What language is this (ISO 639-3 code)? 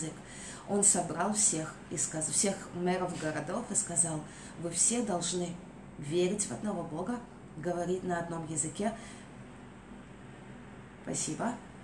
rus